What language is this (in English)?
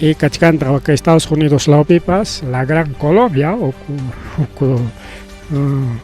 Ayacucho Quechua